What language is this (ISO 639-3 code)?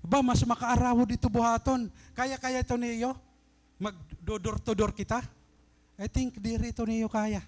war